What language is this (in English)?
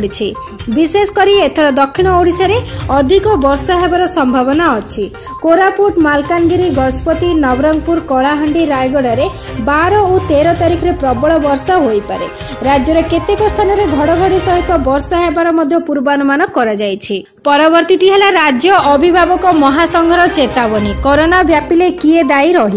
Odia